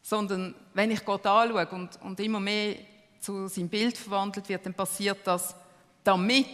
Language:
Swiss German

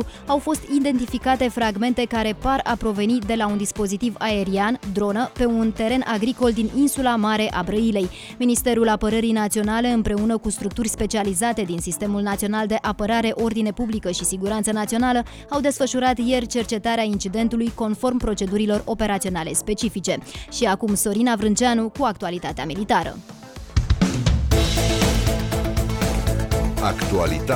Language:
Romanian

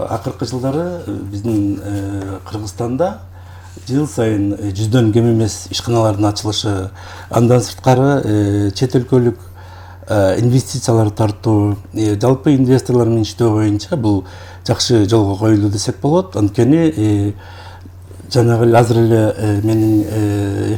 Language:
Kyrgyz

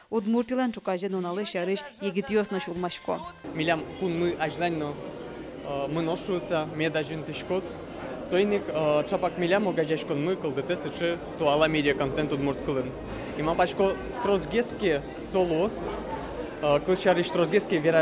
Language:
Udmurt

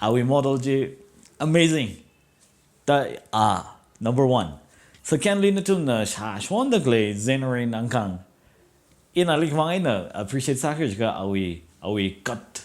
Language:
Tangkhul Naga (India)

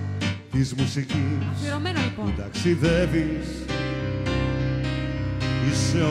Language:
Greek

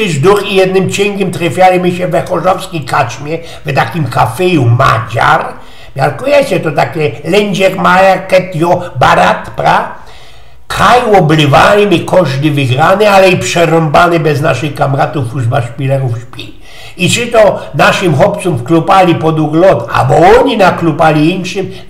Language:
Silesian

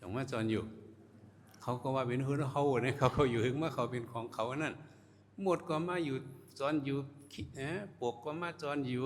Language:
Shan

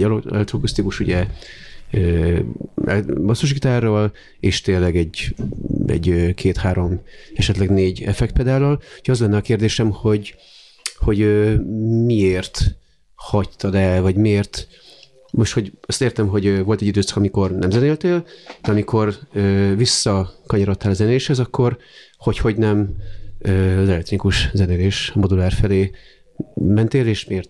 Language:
Hungarian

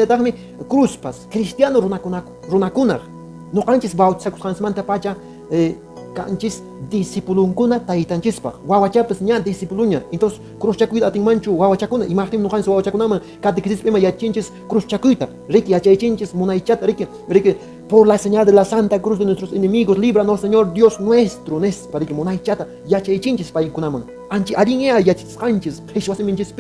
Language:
Quechua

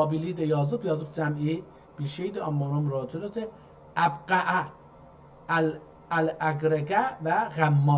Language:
South Azerbaijani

